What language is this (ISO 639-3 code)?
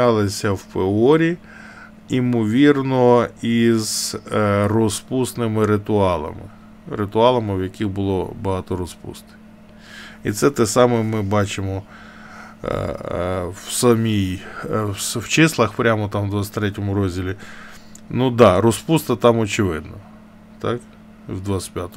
ukr